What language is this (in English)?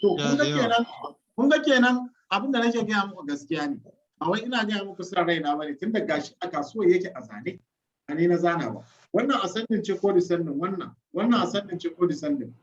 Hausa